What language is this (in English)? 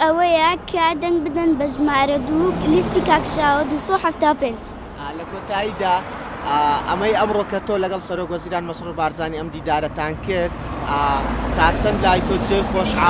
Central Kurdish